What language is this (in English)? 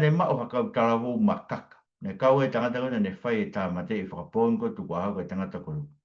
Tongan